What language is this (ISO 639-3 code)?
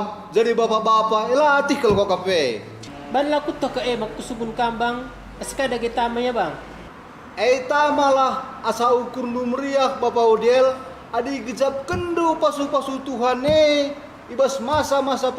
btx